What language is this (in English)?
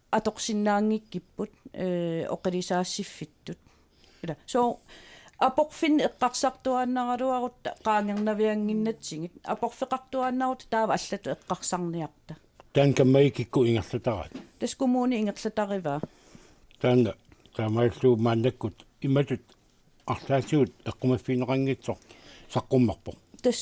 Kalaallisut